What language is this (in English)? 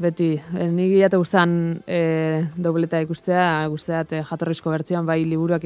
Basque